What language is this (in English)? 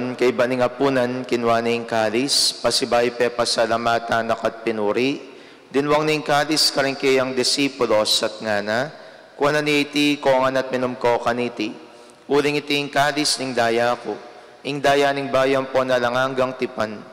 Pampanga